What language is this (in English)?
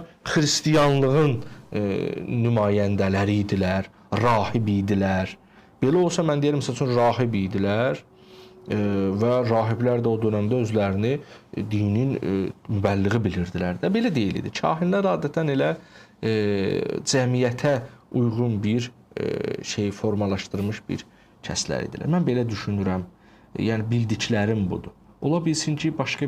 Azerbaijani